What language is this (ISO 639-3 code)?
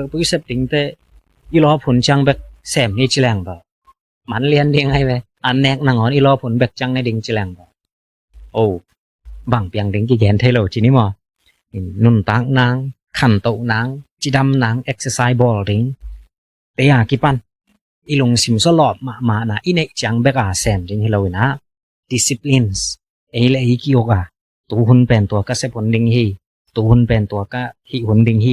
ctd